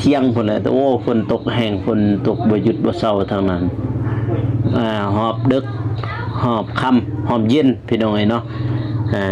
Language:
Lao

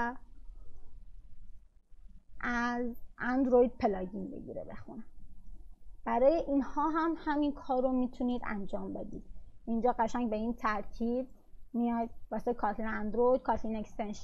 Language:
Persian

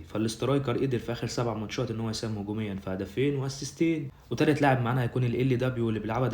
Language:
Egyptian Arabic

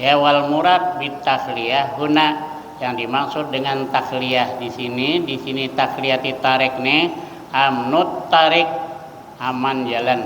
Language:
Banjar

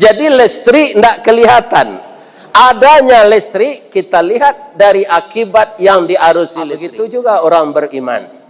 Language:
Minangkabau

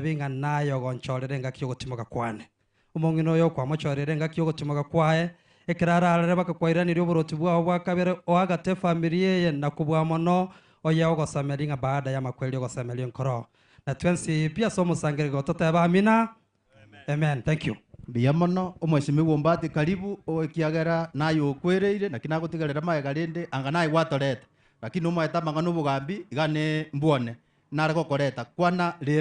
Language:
Gusii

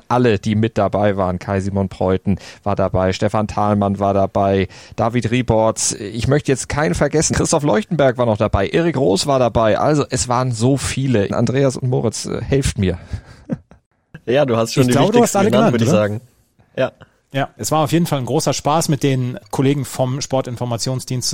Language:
German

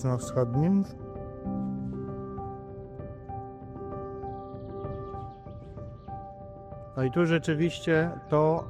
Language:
Polish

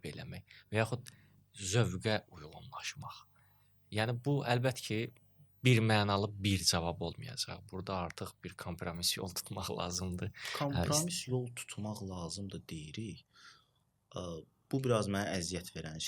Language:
Azerbaijani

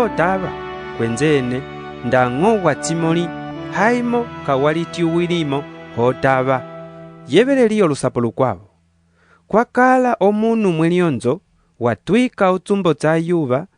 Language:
Umbundu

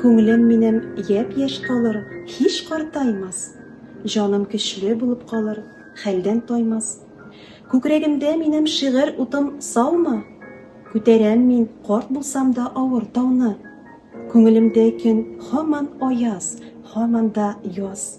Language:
Tatar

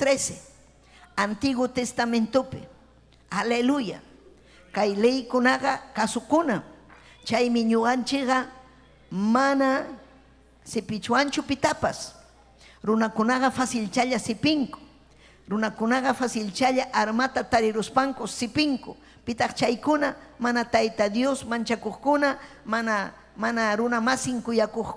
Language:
Ayacucho Quechua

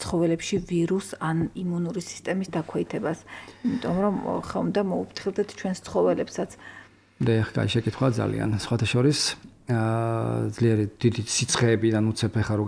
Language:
Georgian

